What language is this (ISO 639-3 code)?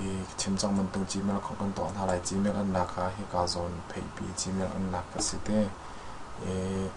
cnh